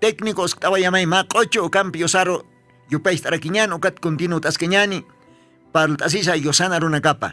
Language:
Aymara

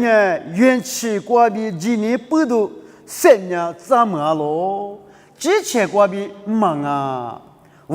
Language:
Lisu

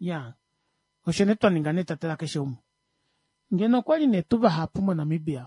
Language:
Kuanyama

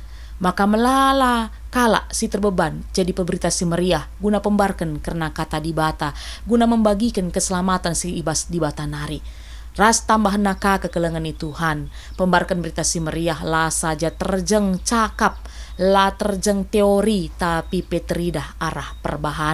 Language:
Batak Karo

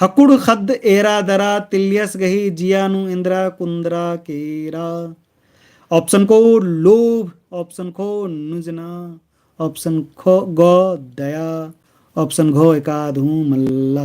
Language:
Kurukh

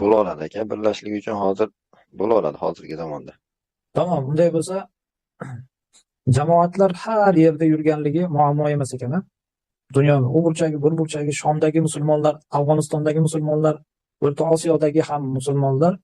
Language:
Uzbek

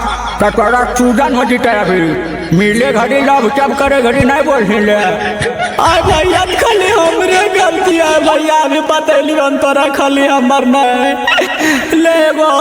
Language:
Magahi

